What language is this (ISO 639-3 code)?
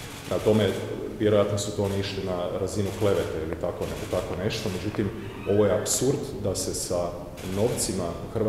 hrv